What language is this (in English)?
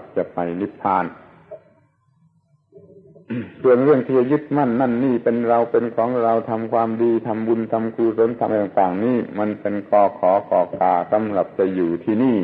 Thai